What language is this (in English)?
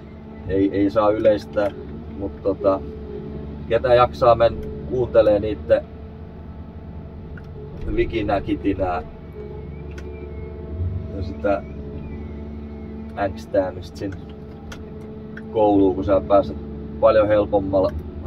Finnish